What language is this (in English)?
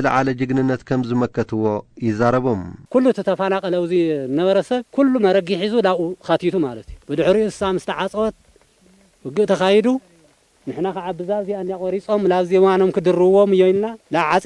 Tigrinya